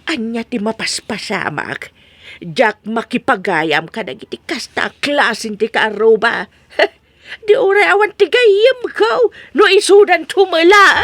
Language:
Iloko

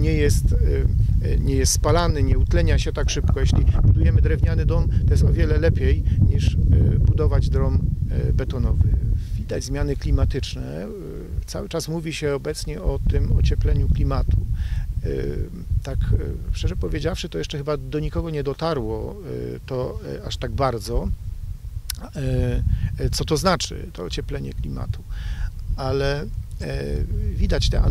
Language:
Polish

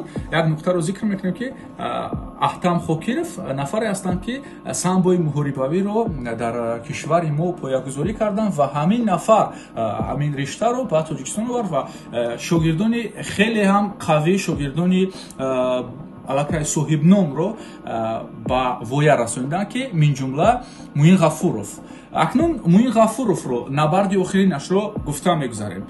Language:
Tajik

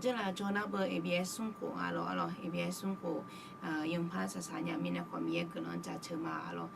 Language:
Akha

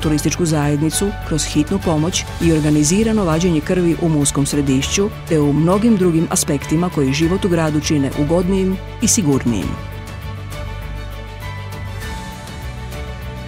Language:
Croatian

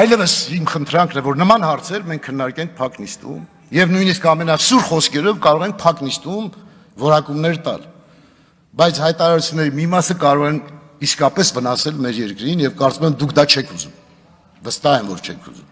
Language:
Armenian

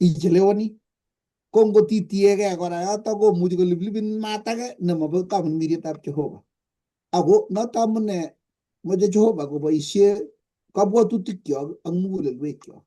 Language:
Kalenjin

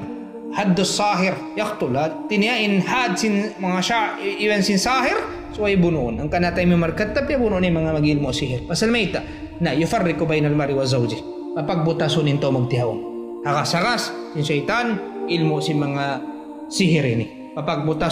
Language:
Tausug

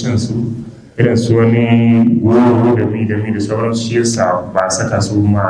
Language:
Hausa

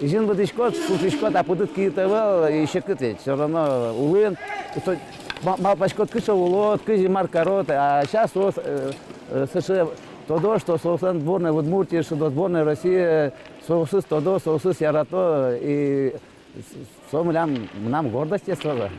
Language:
Udmurt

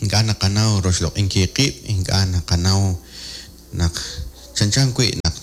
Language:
Kekchí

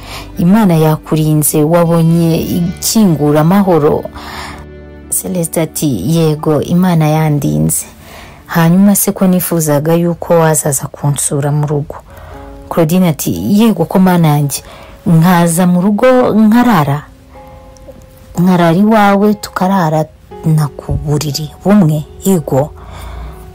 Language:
Kinyarwanda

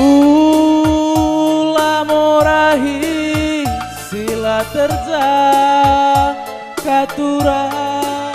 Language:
Batak Karo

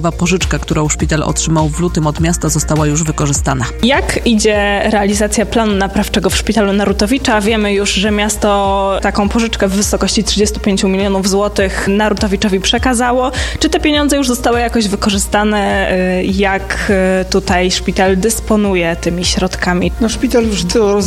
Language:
Polish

